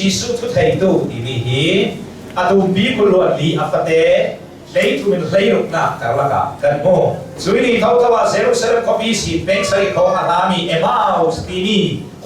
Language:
Hakha Chin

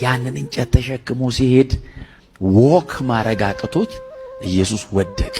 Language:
Amharic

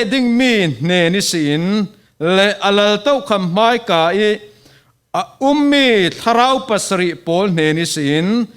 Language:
Falam Chin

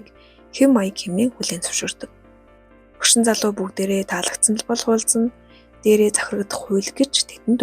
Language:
Mongolian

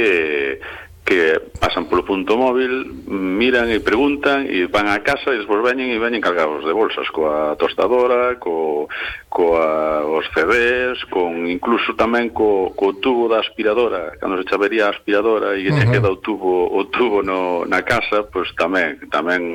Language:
Galician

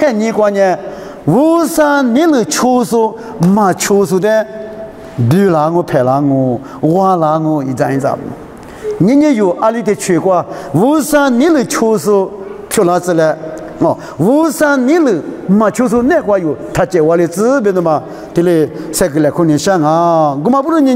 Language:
Lisu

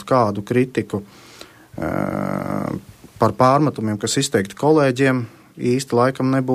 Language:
Latvian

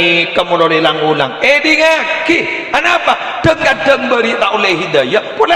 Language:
Madurese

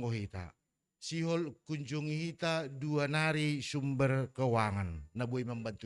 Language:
Batak Simalungun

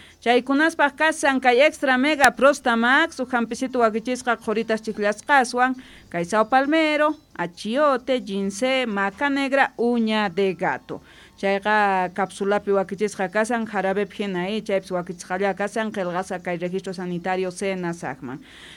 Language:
South Bolivian Quechua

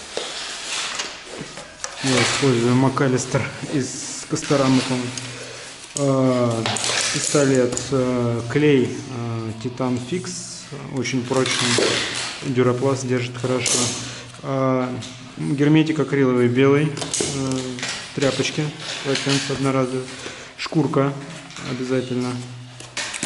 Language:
Russian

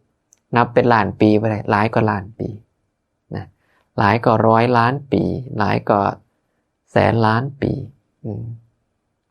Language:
Northeastern Thai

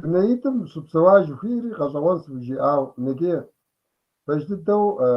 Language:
Kabardian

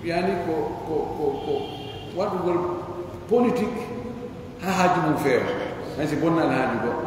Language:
Pular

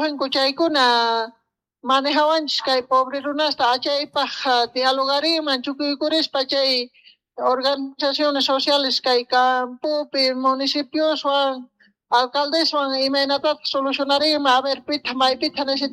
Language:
Quechua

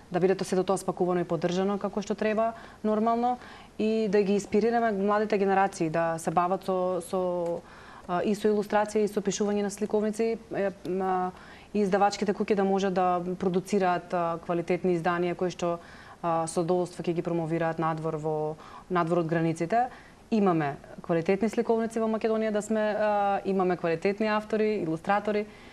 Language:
Macedonian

